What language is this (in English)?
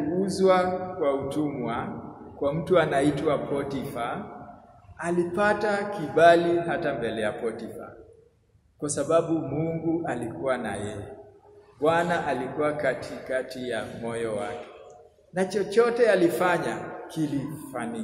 Swahili